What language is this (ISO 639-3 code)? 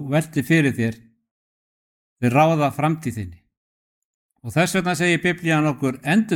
isl